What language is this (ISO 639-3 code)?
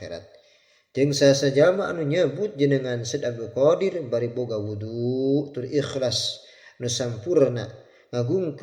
sun